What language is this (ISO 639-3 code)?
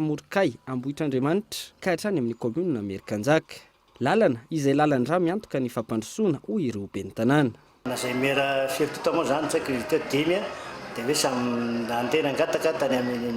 mlg